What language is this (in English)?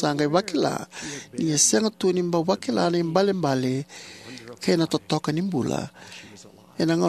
Fijian